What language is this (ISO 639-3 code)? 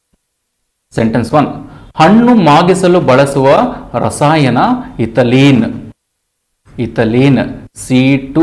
kan